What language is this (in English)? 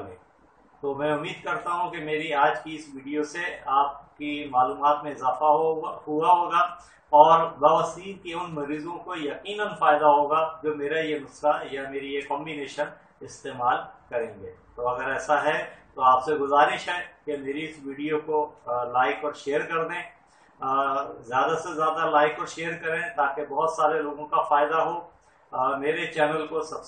Urdu